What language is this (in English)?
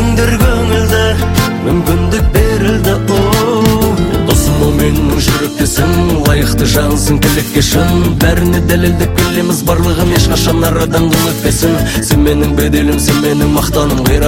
Kazakh